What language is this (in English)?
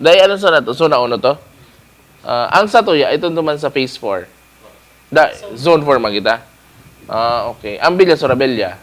Bikol